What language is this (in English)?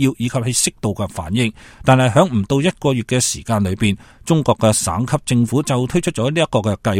Cantonese